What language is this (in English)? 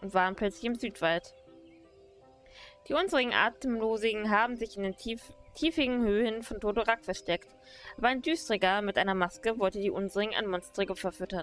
German